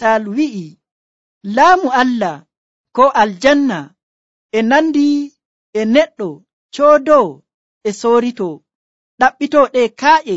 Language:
Nigerian Fulfulde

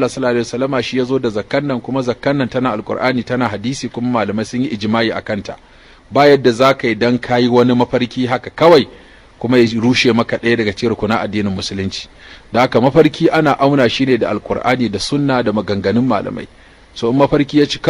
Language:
Hausa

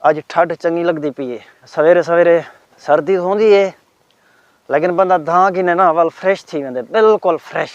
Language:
Saraiki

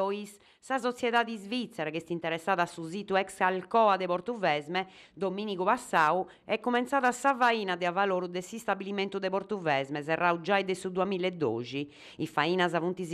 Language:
Sardinian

